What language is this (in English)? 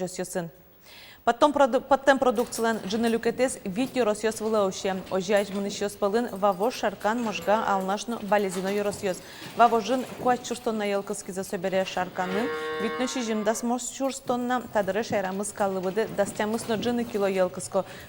Udmurt